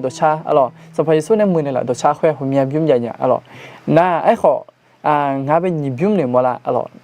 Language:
Akha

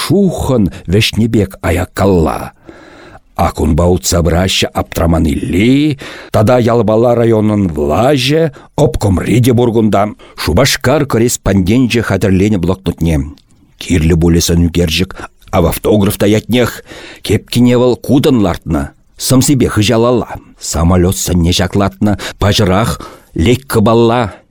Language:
Chuvash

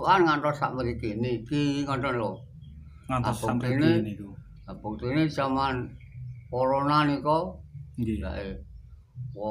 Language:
Javanese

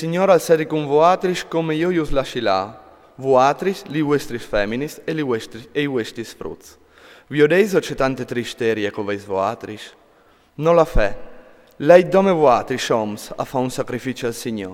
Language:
Friulian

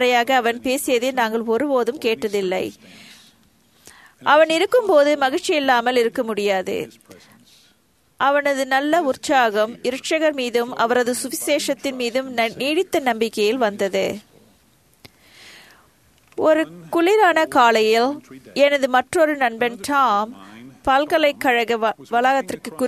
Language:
Tamil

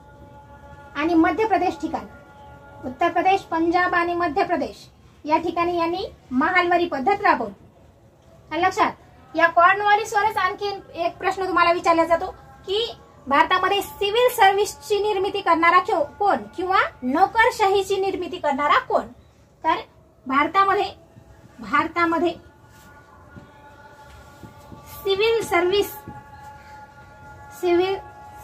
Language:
Marathi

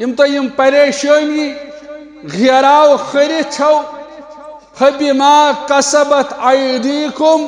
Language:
Kashmiri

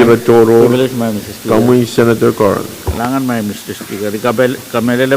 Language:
Pohnpeian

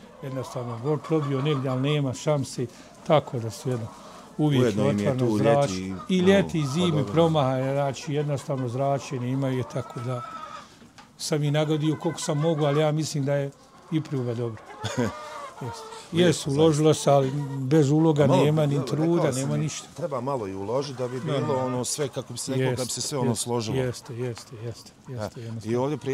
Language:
Bosnian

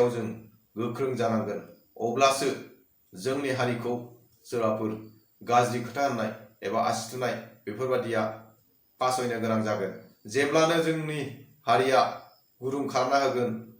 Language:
Bodo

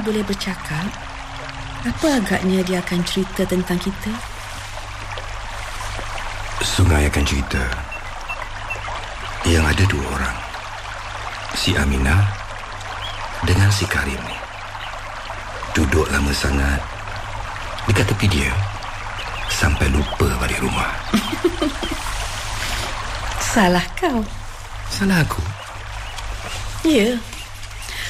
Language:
Malay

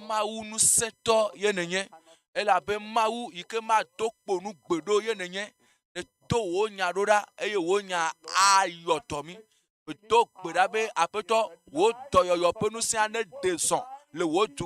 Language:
Ewe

